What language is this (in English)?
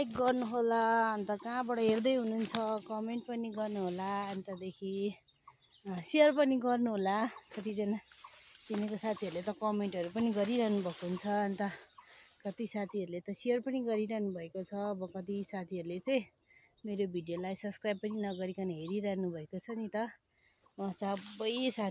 Nepali